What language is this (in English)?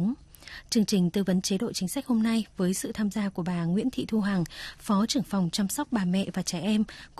Vietnamese